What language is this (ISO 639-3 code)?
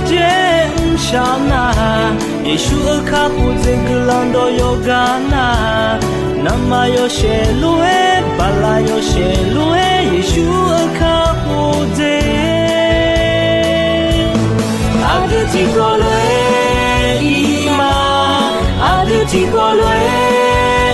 ahk